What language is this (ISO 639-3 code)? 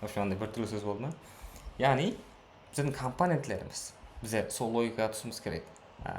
kaa